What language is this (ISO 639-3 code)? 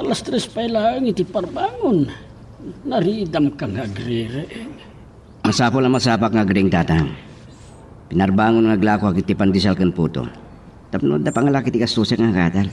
ilo